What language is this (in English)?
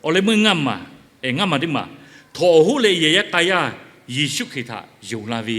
Lahu